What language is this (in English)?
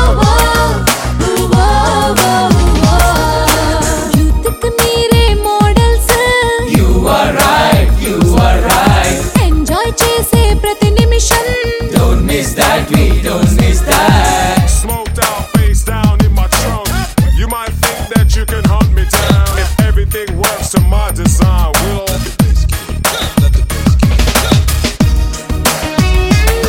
Telugu